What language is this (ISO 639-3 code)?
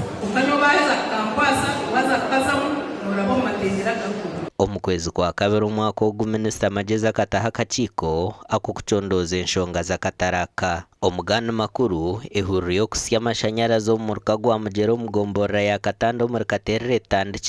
nyn